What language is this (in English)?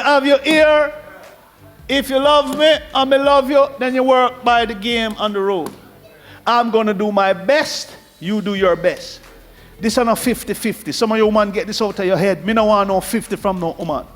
Jamaican Creole English